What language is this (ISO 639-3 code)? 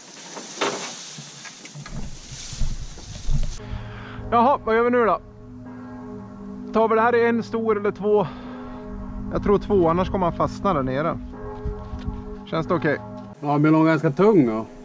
swe